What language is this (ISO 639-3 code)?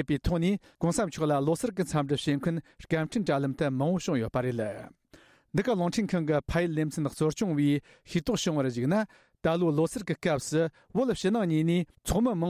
bod